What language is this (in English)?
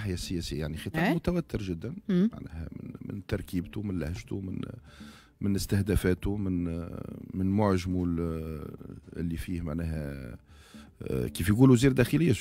Tunisian Arabic